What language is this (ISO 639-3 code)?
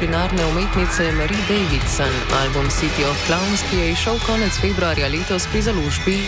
slv